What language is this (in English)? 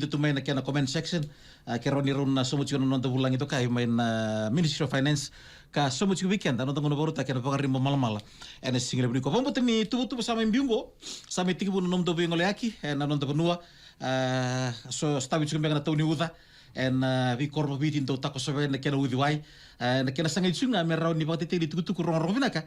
Fijian